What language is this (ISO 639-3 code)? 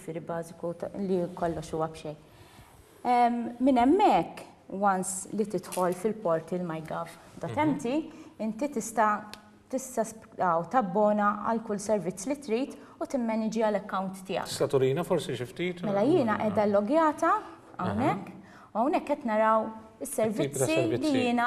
mlt